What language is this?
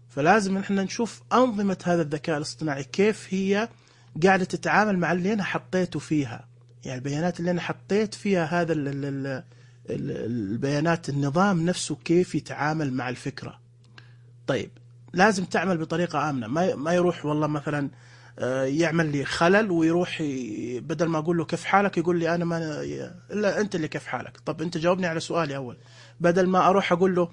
Najdi Arabic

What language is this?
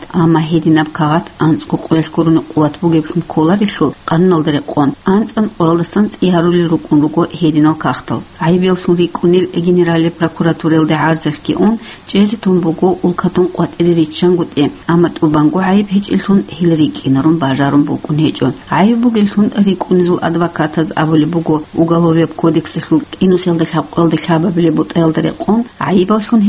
Avaric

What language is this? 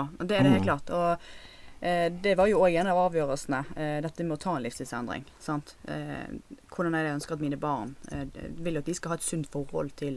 Norwegian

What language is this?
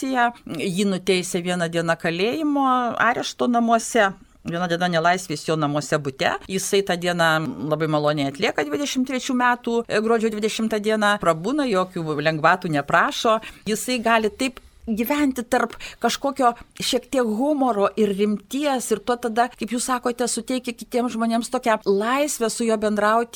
Lithuanian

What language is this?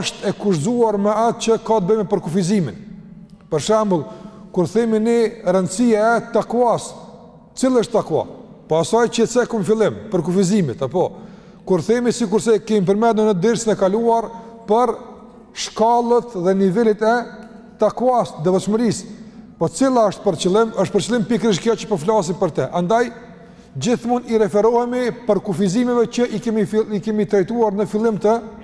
Albanian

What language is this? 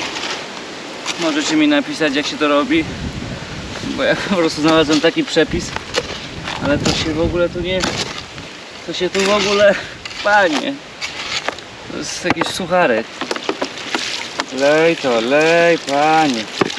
Polish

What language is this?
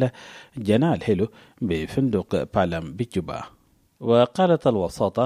Arabic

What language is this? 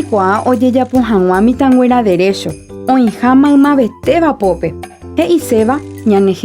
Guarani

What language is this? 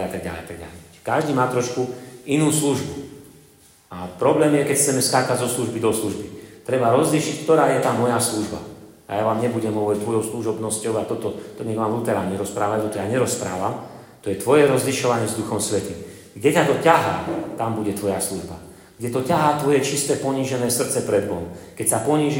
Slovak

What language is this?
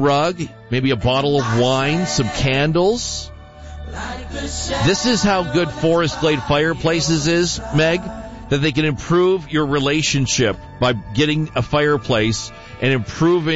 English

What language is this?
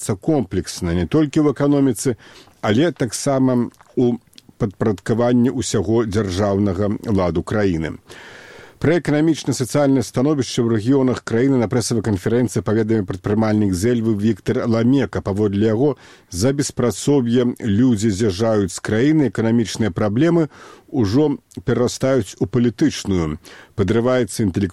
Belarusian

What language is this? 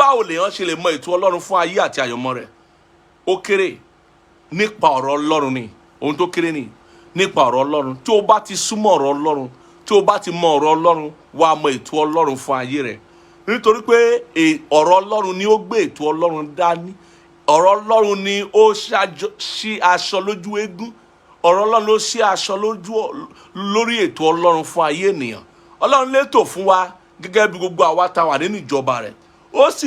Yoruba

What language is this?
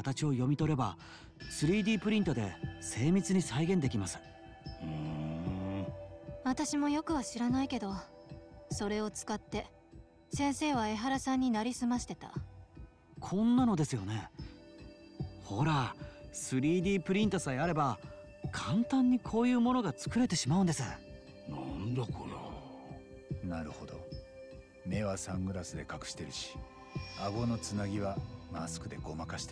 Japanese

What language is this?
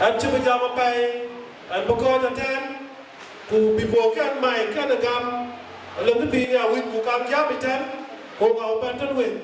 Dinka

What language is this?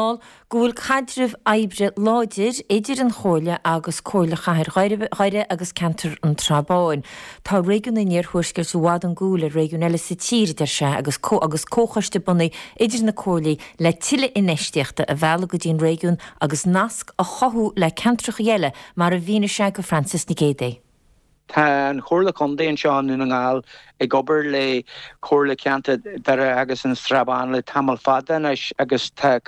Irish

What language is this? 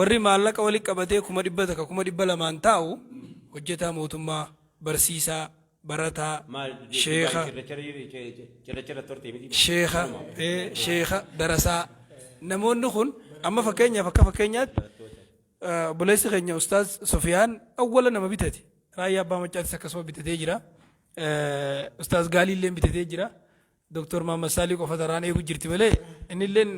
Oromo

